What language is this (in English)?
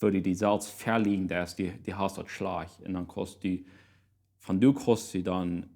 Plautdietsch